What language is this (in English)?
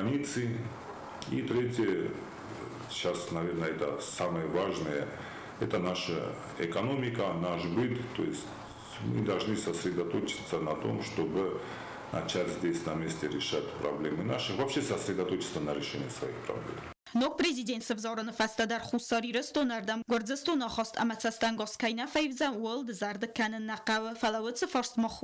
Ossetic